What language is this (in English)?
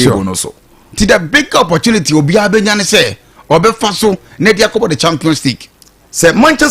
Akan